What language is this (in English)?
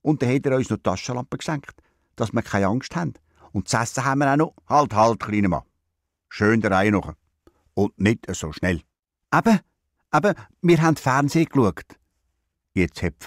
Swiss German